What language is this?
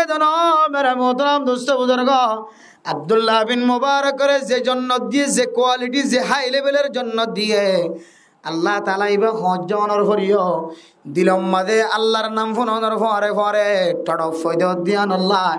Rohingya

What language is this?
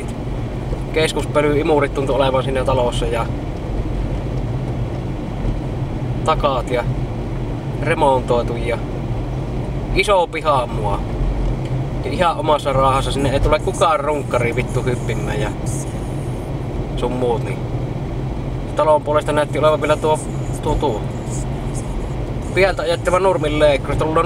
Finnish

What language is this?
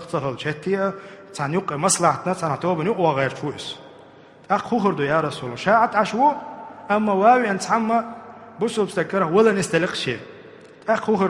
Chechen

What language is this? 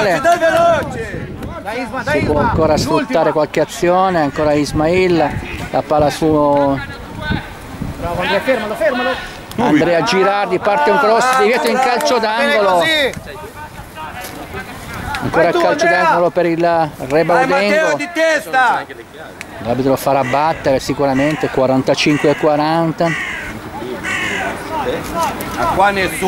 Italian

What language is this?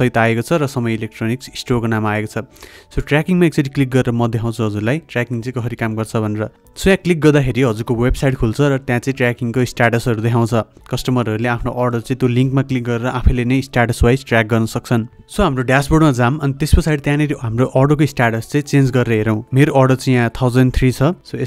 Nepali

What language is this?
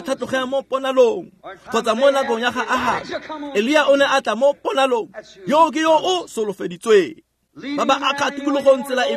Tswana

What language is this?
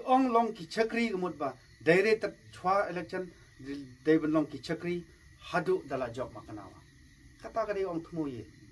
Khasi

